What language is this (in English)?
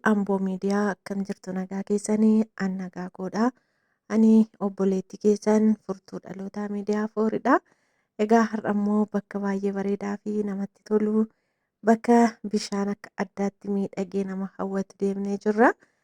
Oromo